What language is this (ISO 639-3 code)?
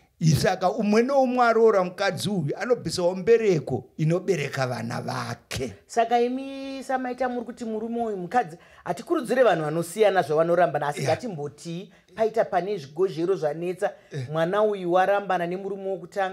sna